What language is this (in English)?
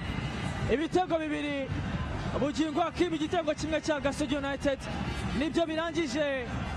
Kinyarwanda